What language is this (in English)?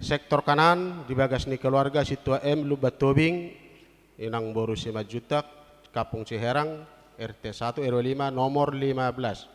Batak Toba